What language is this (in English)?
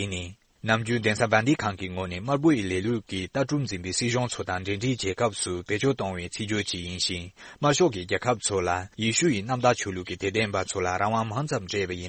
Tibetan